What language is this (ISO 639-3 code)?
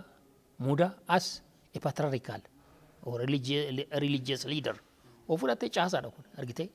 orm